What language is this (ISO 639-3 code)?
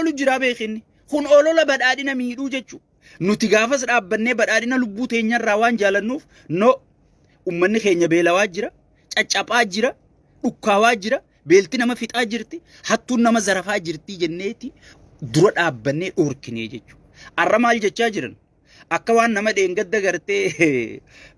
orm